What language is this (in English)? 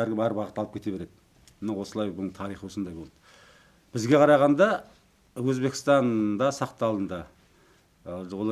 Kazakh